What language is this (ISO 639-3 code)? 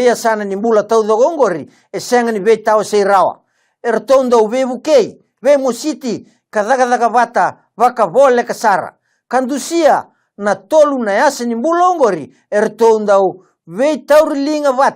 fij